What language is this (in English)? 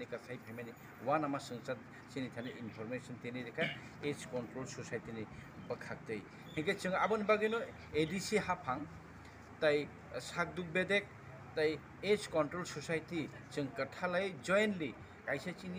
Kok Borok